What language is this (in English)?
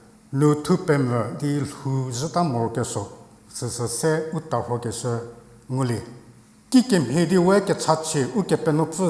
Angami Naga